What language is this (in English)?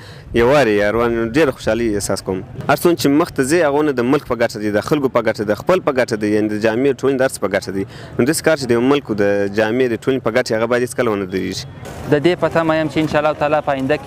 Pashto